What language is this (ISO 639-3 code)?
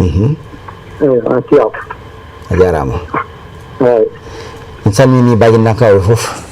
bam